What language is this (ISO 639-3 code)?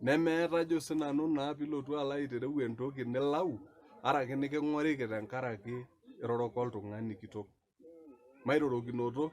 mas